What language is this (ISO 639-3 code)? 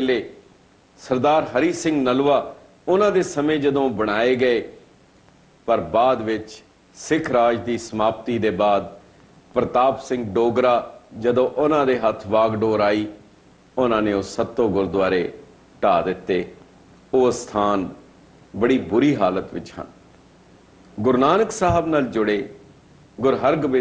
pan